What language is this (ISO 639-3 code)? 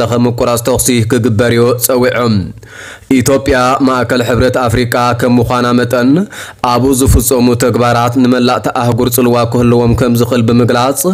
tir